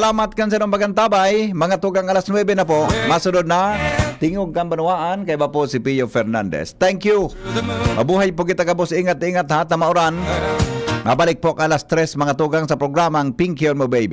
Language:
Bikol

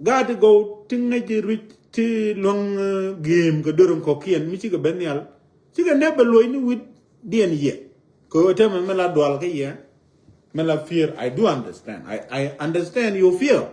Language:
Nuer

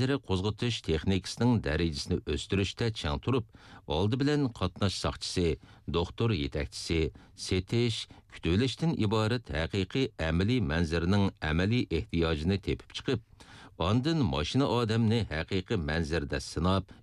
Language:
Uyghur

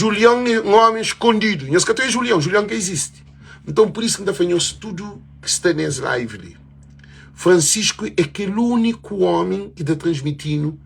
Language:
Kabuverdianu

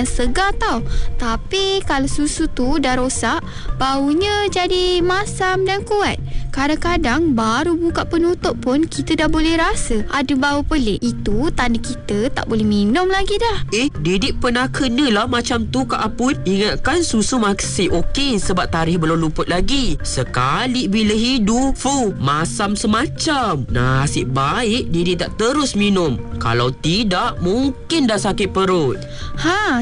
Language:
Malay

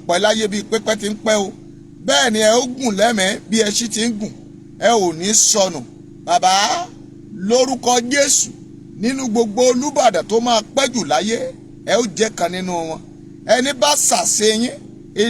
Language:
Yoruba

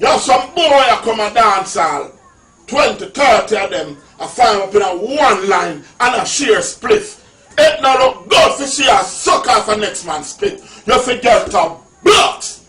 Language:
Jamaican Creole English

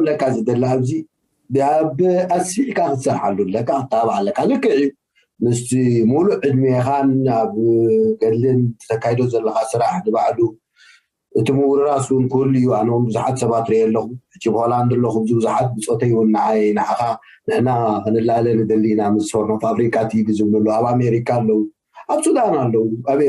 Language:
Tigrinya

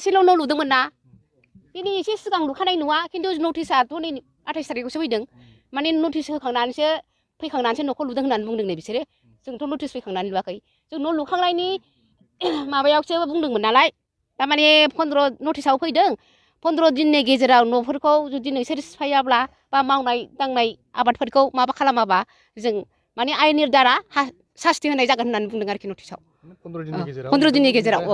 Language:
Bodo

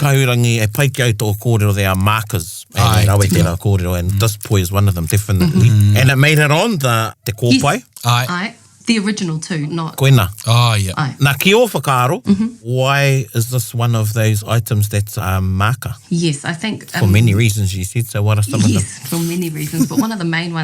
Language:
Māori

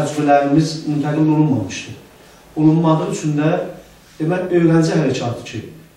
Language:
South Azerbaijani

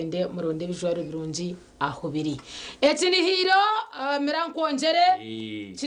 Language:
Nyankole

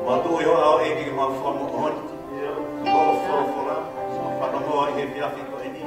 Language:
Tongan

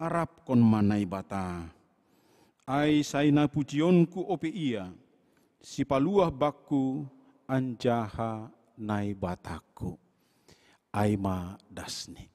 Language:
Batak Simalungun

